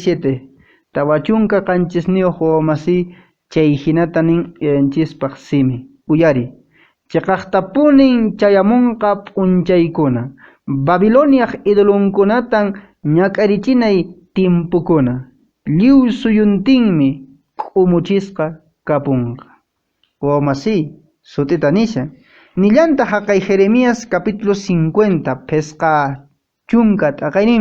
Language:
Quechua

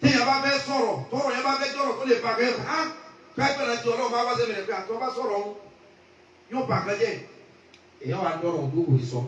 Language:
Yoruba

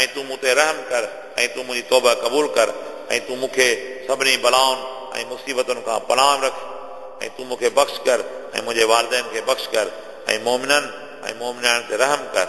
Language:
Sindhi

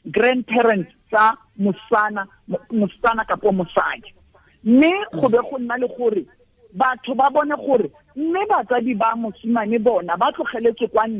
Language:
Tswana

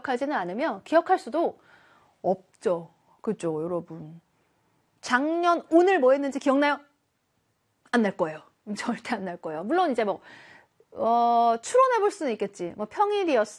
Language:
Korean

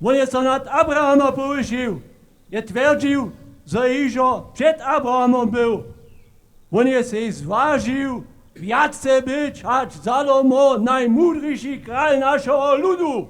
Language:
Upper Sorbian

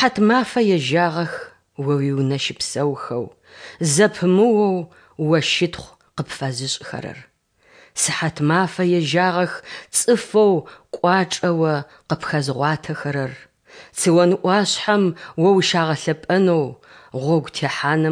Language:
Adyghe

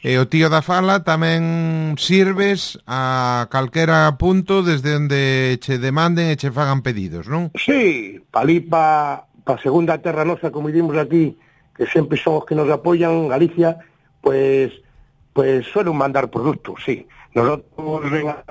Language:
Galician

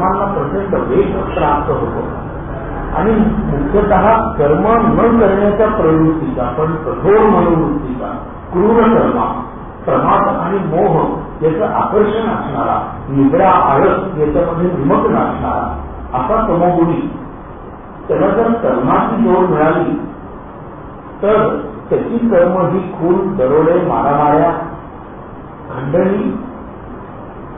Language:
Marathi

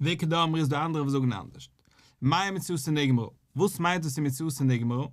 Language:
Yiddish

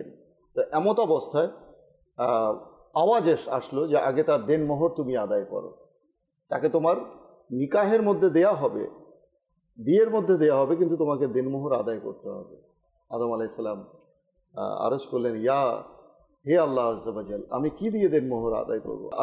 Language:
Bangla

